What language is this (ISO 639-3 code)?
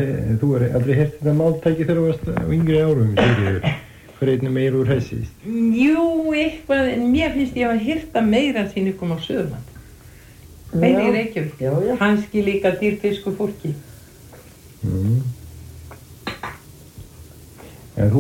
isl